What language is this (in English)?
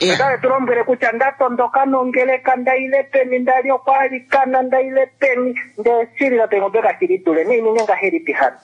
Kuanyama